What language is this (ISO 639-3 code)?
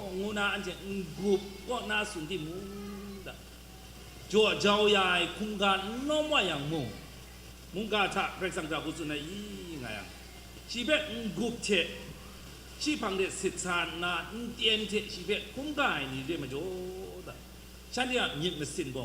kac